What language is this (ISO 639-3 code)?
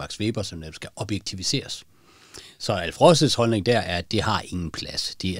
dan